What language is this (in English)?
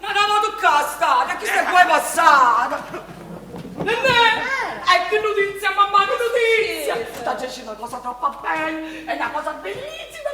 Neapolitan